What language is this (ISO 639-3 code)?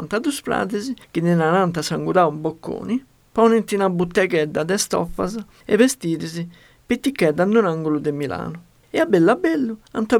srd